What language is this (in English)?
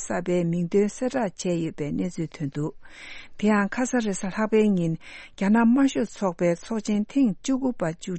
Tibetan